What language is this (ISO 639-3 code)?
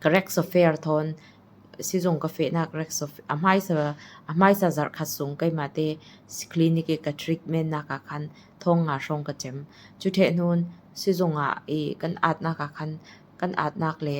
cfm